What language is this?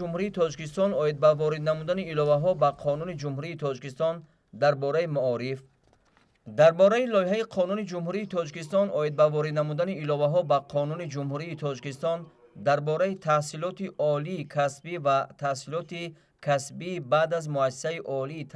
Tajik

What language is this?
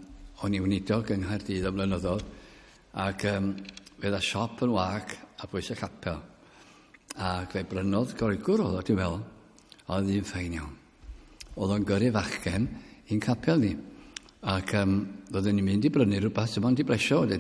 Welsh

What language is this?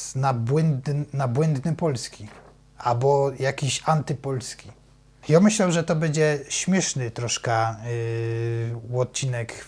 Silesian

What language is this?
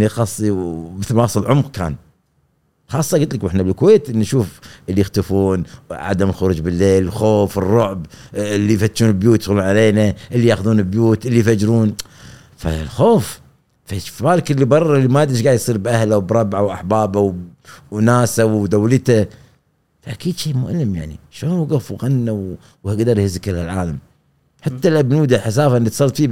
Gulf Arabic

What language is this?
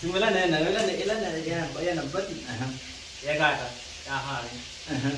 Kamba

